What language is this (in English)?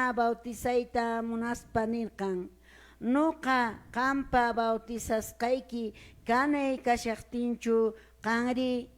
Quechua